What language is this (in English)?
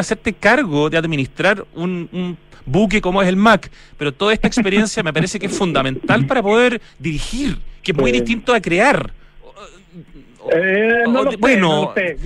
Spanish